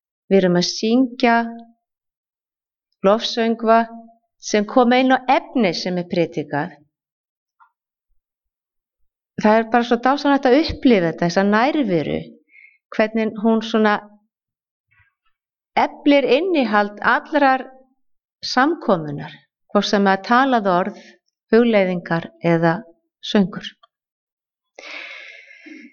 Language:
Icelandic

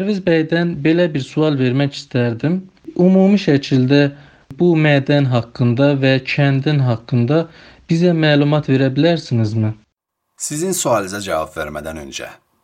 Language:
Azerbaijani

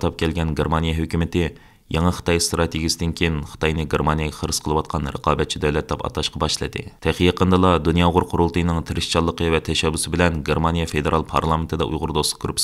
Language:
Uyghur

